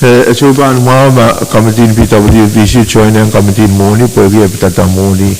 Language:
Pohnpeian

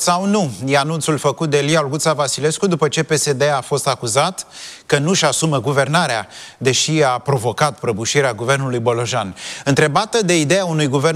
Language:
Romanian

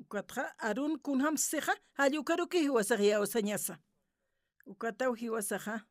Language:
Aymara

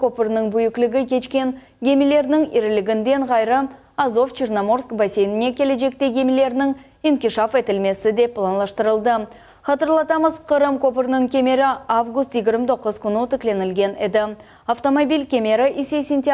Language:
Crimean Tatar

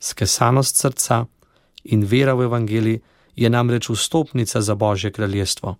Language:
Slovenian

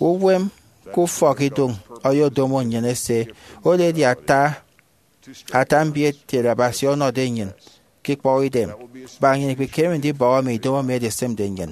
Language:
Efik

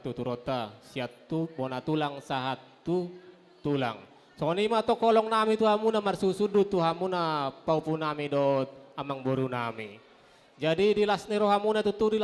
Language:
Batak Toba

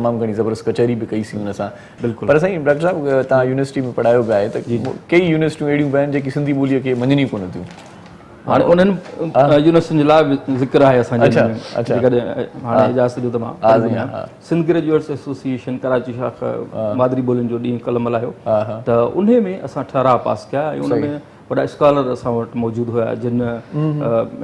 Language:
Sindhi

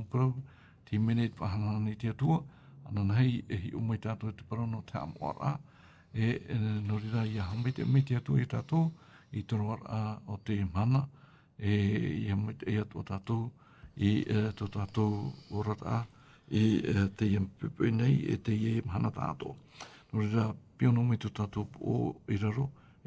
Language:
Tahitian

